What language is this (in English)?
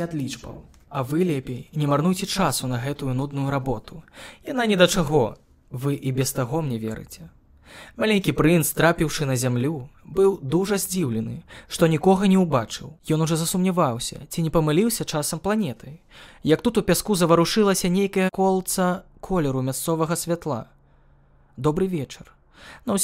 Belarusian